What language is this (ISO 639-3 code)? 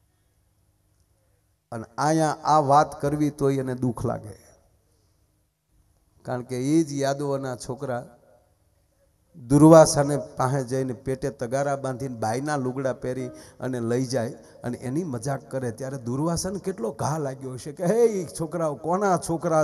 guj